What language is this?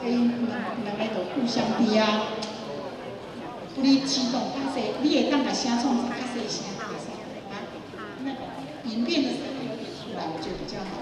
Min Nan Chinese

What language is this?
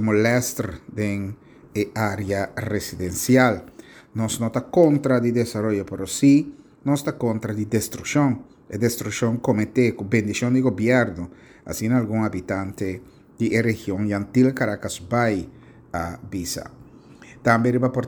Papiamento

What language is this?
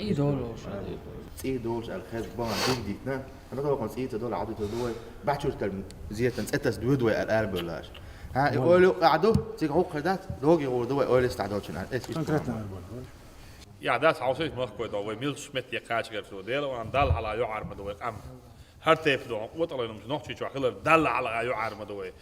Chechen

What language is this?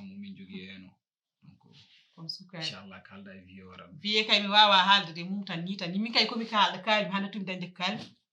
Fula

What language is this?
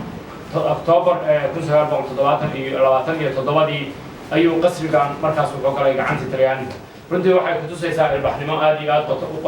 Somali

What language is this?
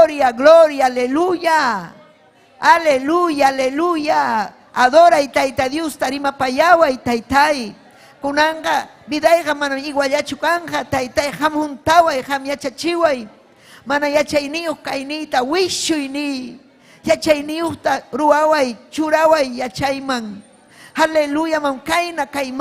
Ayacucho Quechua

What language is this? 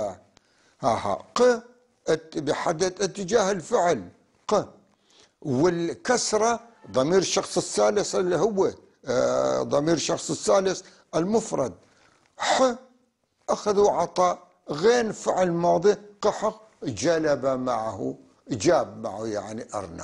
North Levantine Arabic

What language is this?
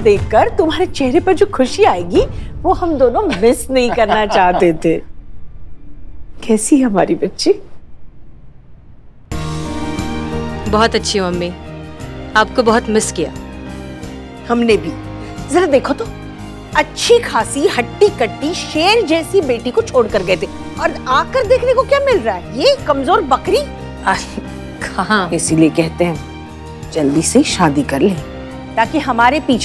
Hindi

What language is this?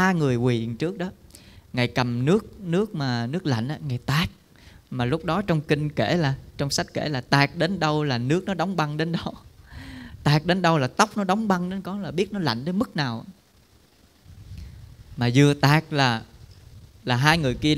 Vietnamese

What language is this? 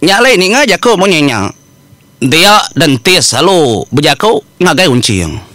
Iban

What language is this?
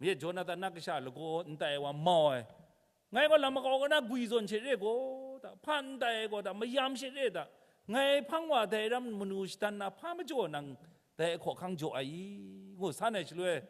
Kachin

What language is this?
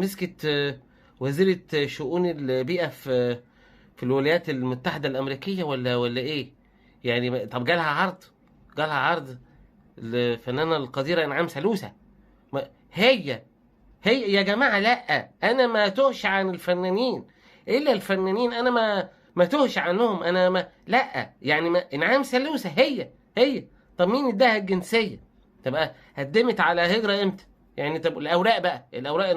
Egyptian Arabic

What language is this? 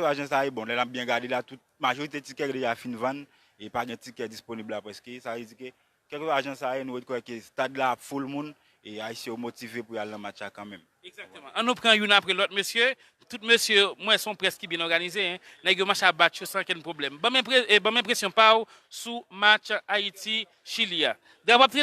Haitian Creole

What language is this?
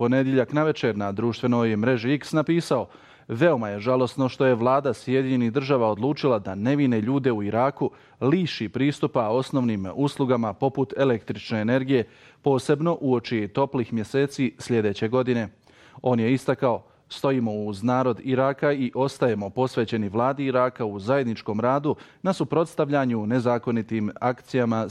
Bosnian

